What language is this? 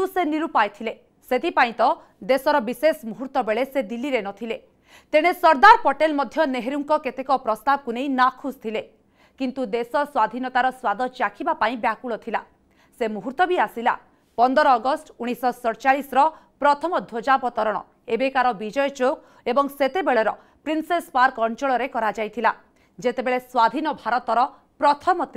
Odia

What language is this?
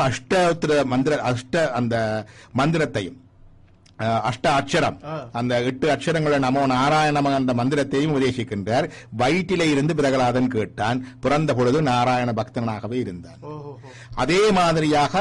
Tamil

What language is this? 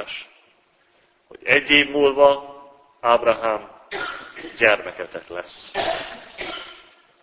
Hungarian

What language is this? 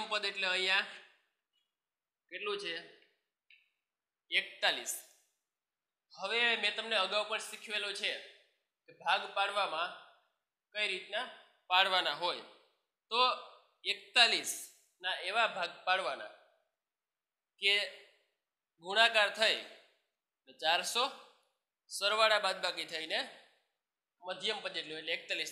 Gujarati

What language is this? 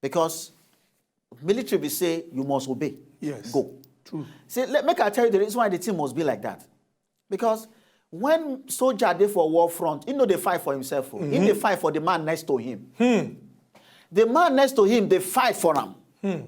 Nigerian Pidgin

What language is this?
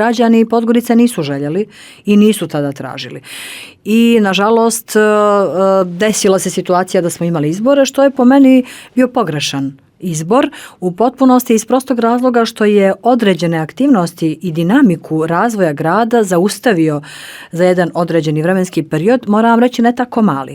Bosnian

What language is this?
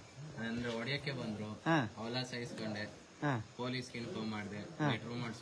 Kannada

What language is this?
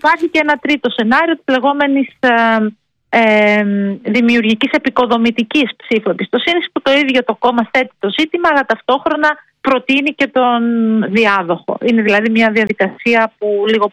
Greek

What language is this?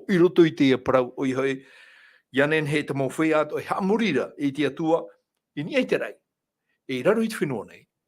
Tahitian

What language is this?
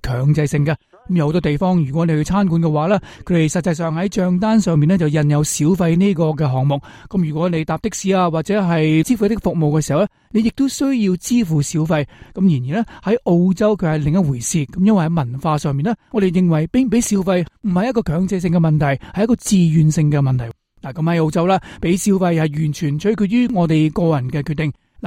Cantonese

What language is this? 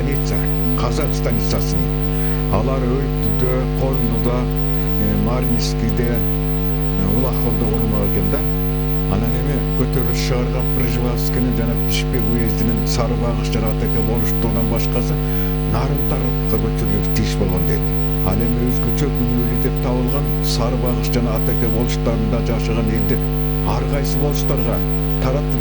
Kyrgyz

